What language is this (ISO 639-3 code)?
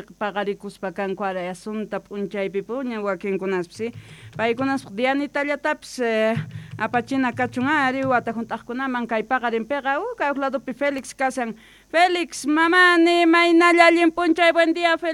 que